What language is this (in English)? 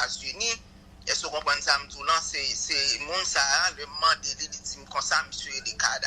Haitian Creole